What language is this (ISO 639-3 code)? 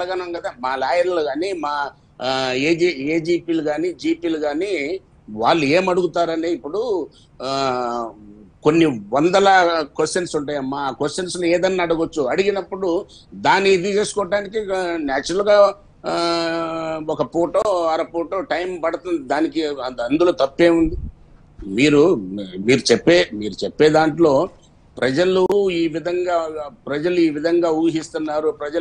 tel